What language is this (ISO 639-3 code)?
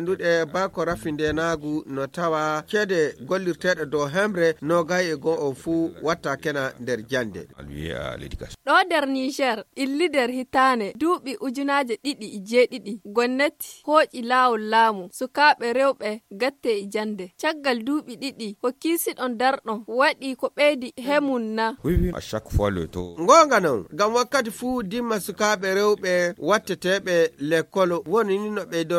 ful